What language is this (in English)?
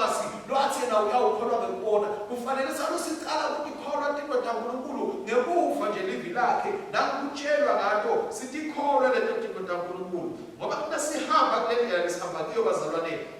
Swati